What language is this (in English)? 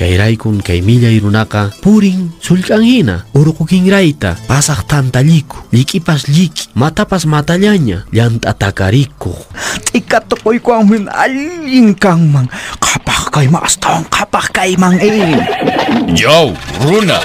Quechua